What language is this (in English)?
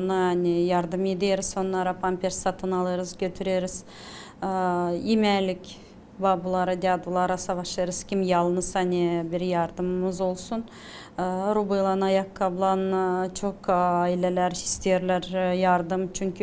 Gagauz